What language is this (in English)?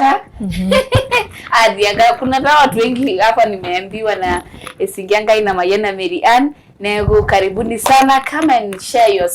Masai